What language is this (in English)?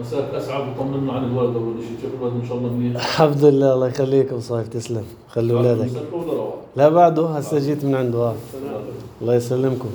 North Levantine Arabic